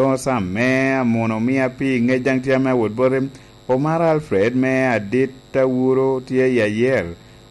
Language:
Lango (Uganda)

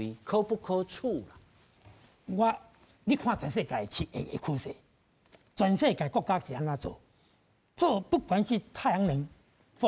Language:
Min Nan Chinese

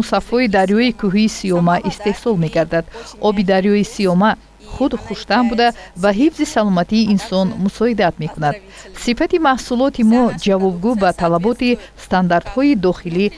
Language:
Tajik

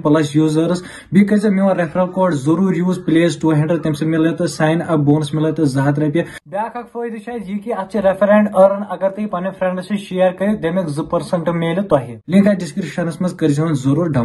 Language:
Kashmiri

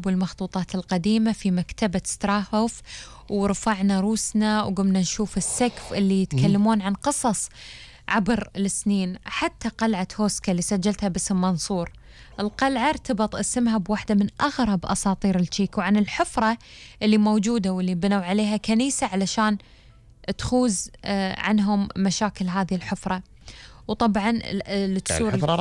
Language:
Gulf Arabic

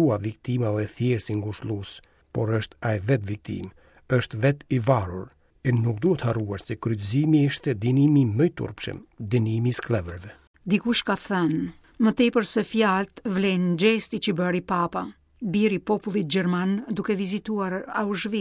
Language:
Albanian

